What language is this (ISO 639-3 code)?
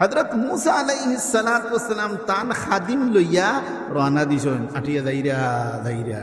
syl